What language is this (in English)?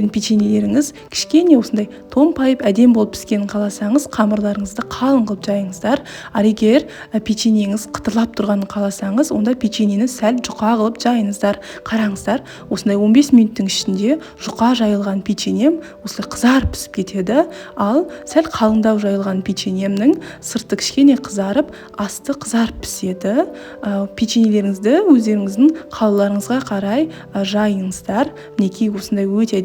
Kazakh